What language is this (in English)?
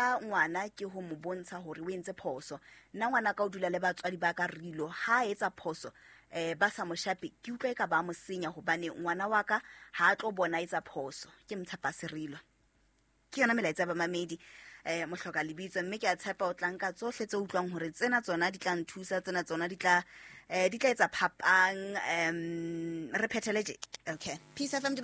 Southern Sotho